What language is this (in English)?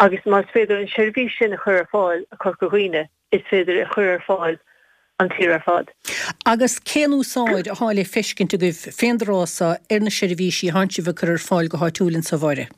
Irish